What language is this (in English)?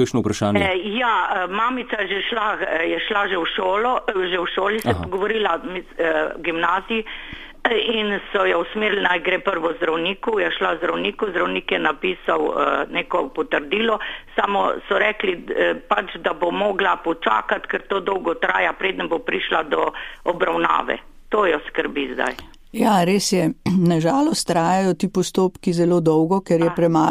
Slovenian